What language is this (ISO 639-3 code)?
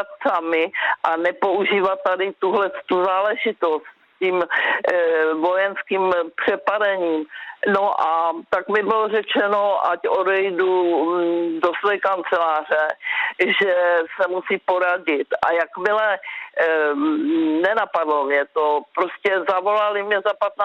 ces